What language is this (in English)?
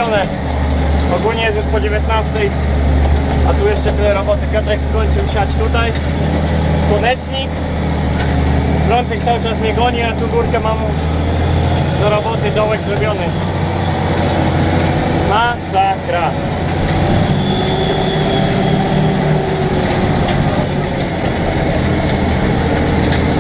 Polish